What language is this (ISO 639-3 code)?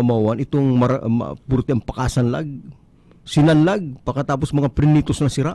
bik